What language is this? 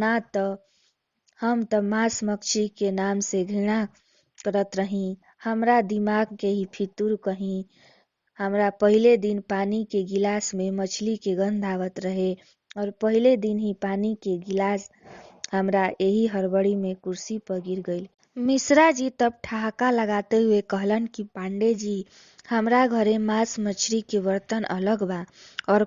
Bhojpuri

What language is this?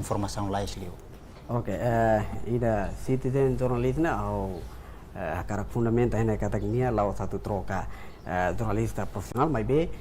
Tetum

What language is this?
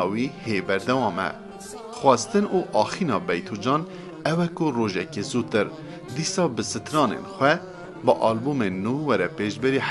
Kurdish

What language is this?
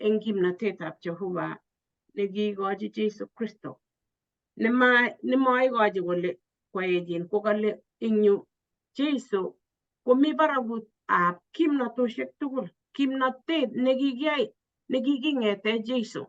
Kalenjin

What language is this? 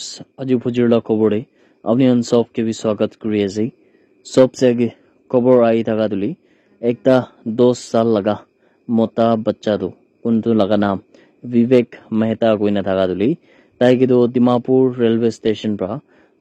Naga Pidgin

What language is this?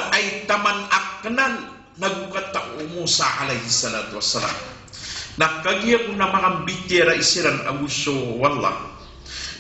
Maranao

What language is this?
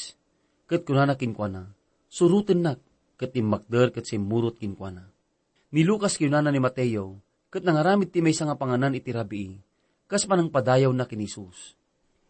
Iloko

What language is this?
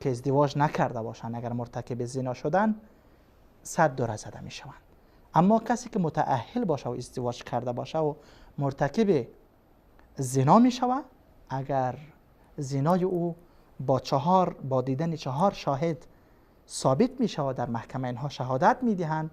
Persian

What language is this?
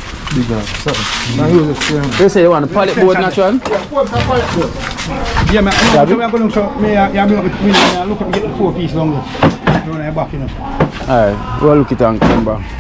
Jamaican Creole English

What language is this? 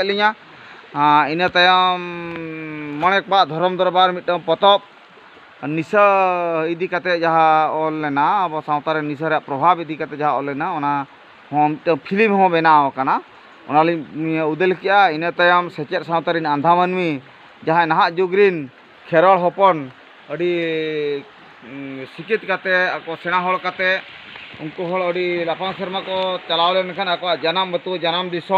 Santali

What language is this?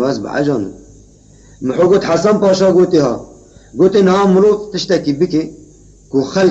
Kurdish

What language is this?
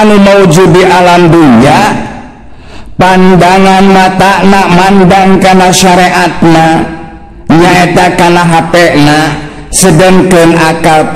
Sundanese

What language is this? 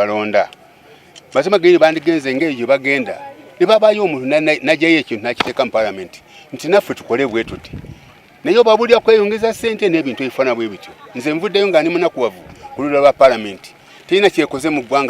Soga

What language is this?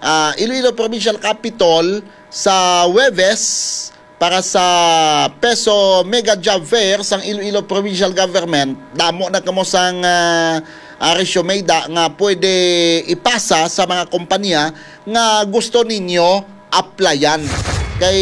Hiligaynon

